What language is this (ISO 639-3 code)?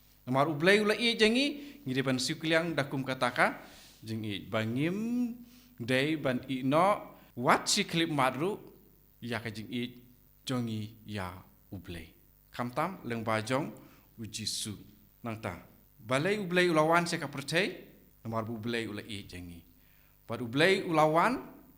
kha